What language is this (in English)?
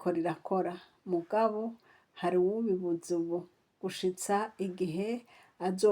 Rundi